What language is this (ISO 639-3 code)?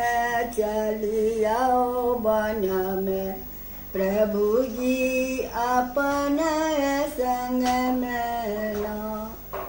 bho